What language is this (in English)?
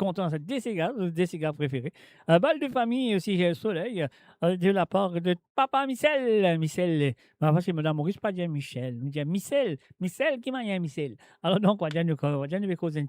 Morisyen